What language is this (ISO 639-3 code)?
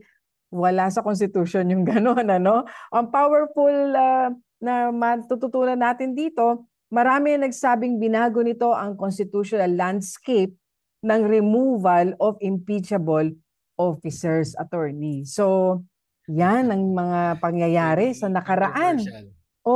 fil